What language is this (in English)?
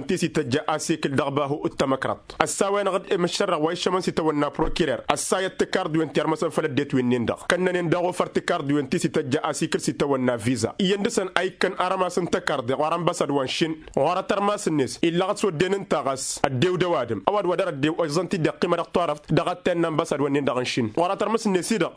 Tamasheq